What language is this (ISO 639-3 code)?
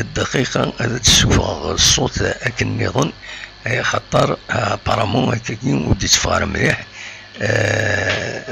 kab